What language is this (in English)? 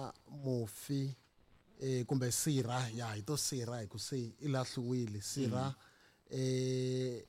Tsonga